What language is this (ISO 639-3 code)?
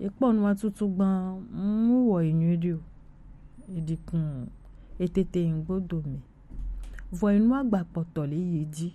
gej